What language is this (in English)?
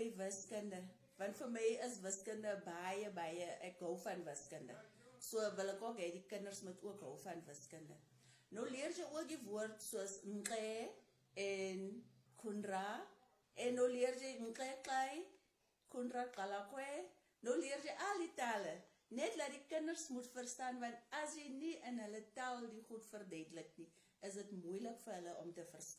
Afrikaans